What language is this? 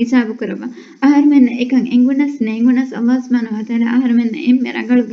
Divehi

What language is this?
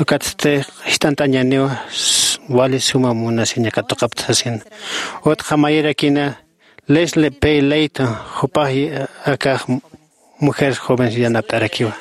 Aymara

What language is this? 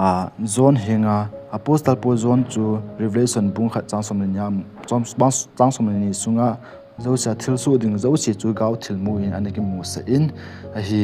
Thado Chin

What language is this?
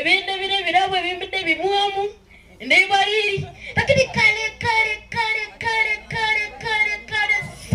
Gusii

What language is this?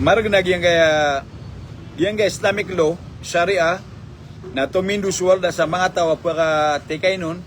Maranao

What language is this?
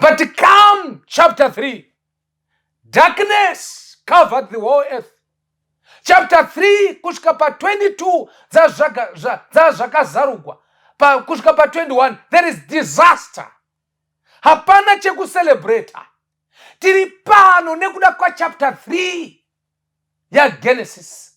Shona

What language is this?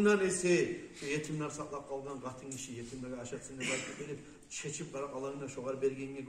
Kumyk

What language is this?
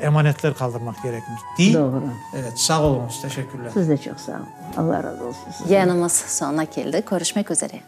Crimean Tatar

